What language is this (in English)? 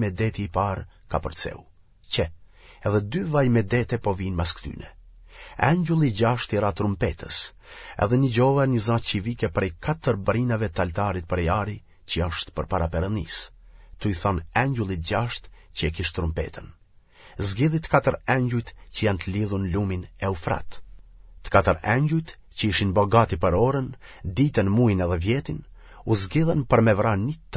Albanian